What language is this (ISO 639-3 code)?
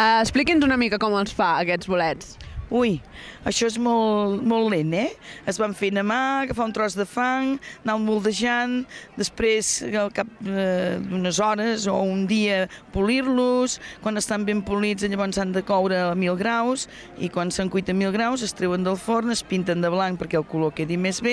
cat